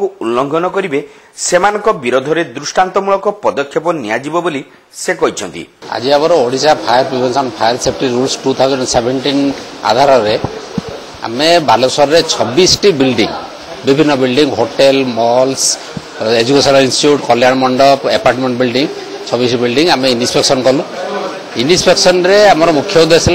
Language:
Odia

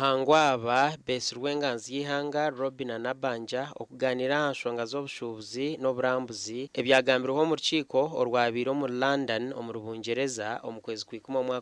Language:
Nyankole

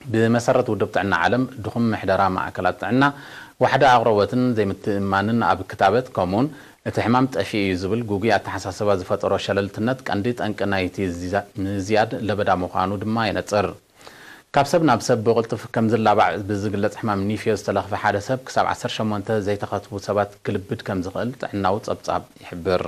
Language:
Tigrinya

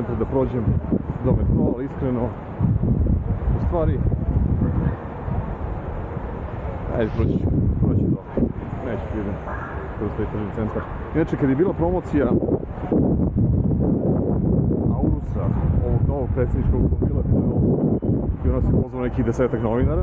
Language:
Serbian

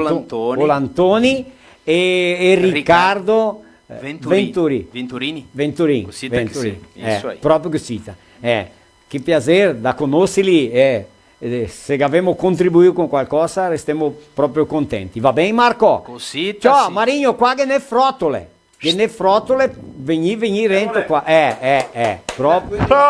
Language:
Venetian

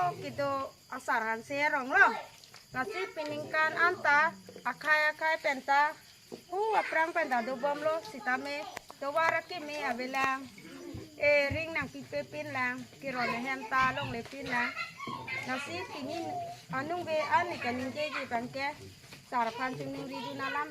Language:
Karbi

